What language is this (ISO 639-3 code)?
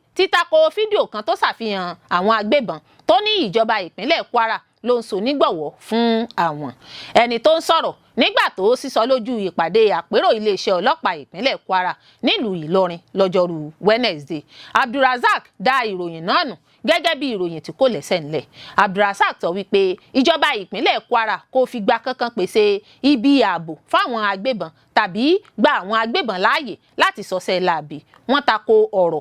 yor